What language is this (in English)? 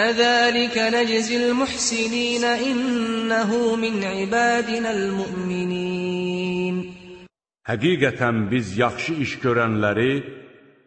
Azerbaijani